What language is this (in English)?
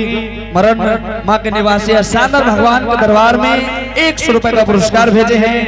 Angika